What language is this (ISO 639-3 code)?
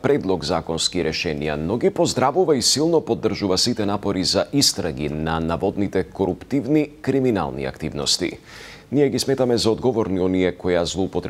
mkd